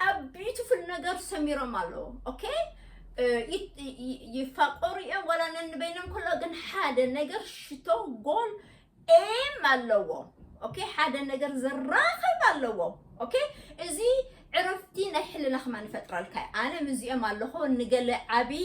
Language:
Tigrinya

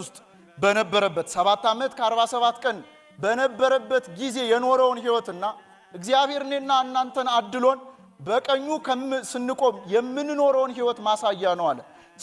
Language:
Amharic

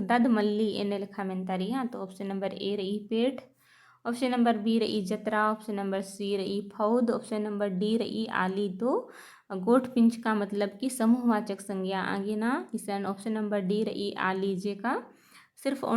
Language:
Kurukh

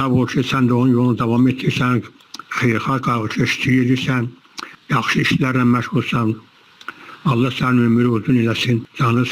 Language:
Azerbaijani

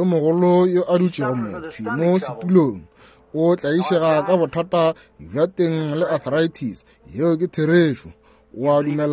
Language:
Northern Sotho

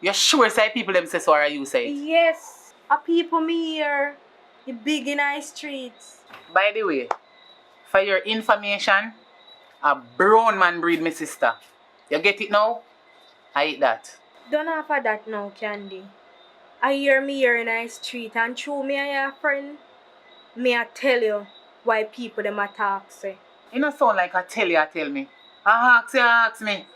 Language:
Jamaican Creole English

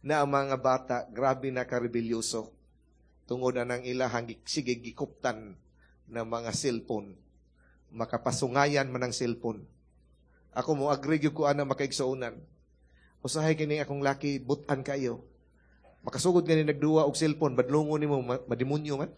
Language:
Cebuano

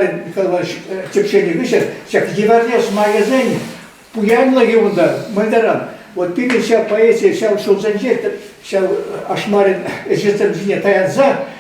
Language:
Chuvash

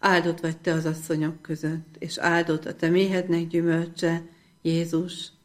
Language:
Hungarian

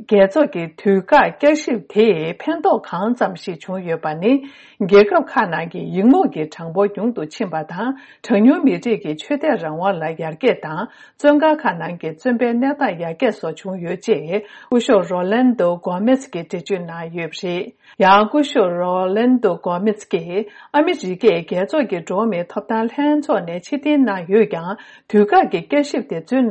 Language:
Tibetan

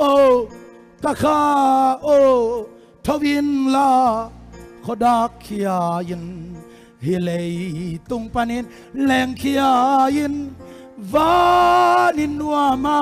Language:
Tedim Chin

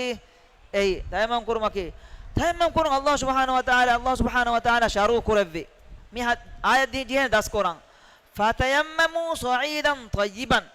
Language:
Divehi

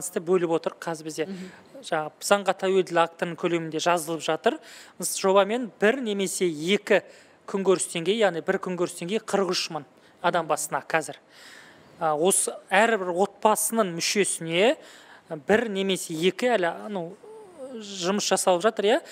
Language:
Kazakh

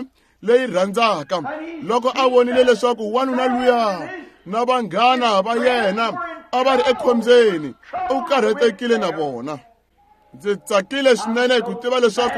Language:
Tsonga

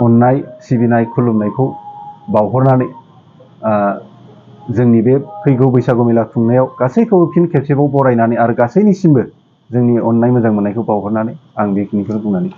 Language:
Bodo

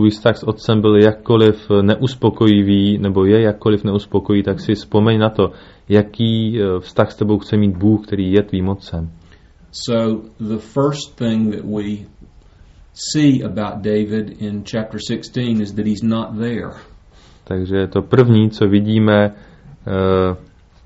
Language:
Czech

